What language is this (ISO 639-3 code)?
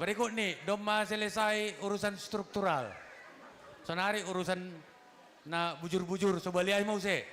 bts